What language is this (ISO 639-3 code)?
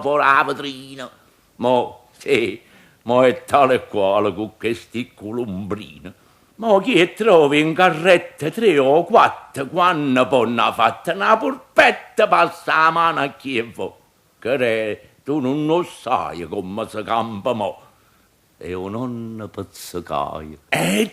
nap